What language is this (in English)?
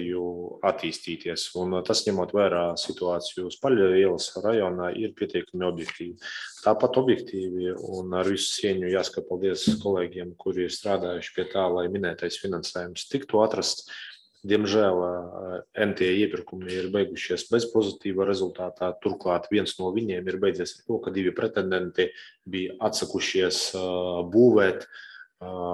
Latvian